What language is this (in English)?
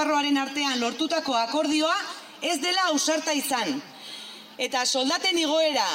Basque